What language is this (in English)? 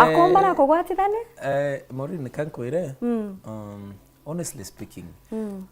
Meru